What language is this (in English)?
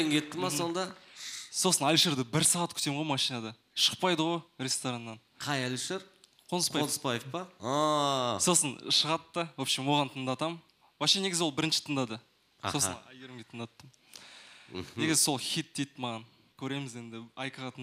Kazakh